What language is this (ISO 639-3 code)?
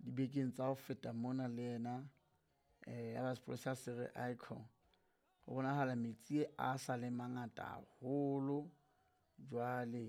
sot